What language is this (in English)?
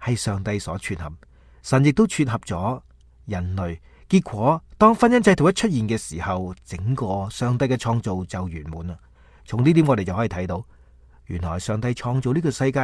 Cantonese